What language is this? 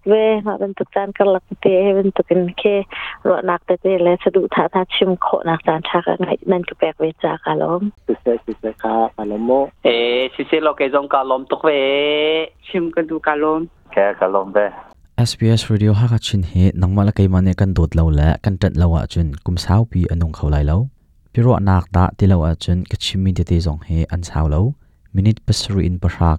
Hakha Chin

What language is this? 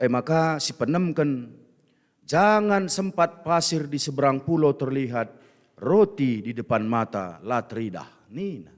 Batak Karo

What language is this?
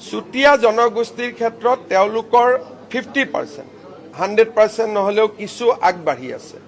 Assamese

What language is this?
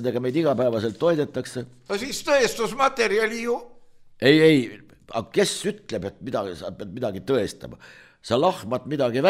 Estonian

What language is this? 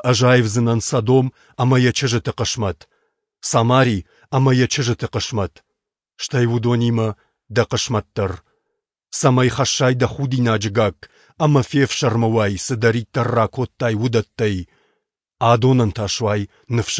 Ossetic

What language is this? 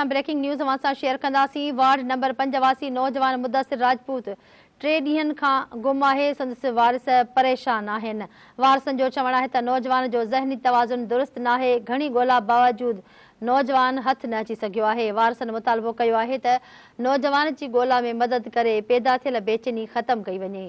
Sindhi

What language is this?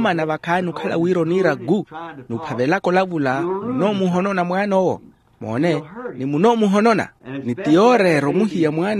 Makhuwa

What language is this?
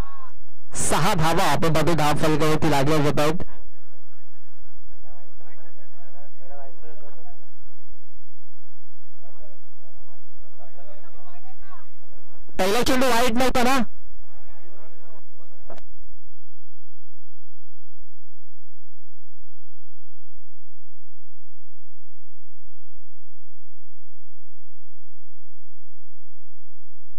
Marathi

